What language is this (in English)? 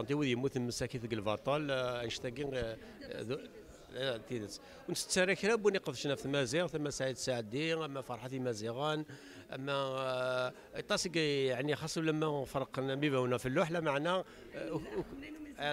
Kabyle